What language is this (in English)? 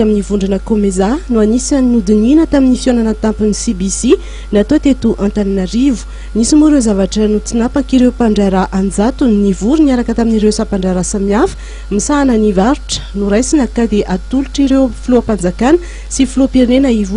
Malagasy